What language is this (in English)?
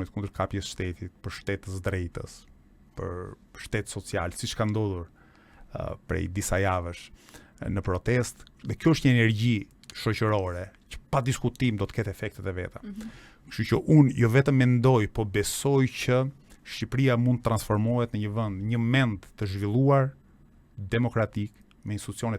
Albanian